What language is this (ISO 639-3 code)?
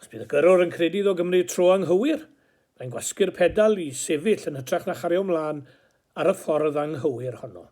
cym